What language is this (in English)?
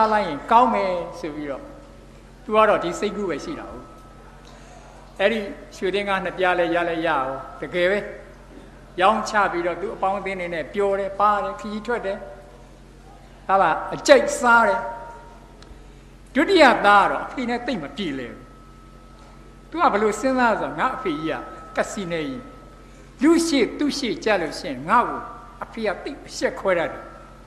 Burmese